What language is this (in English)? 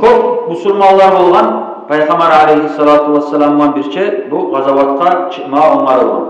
Kumyk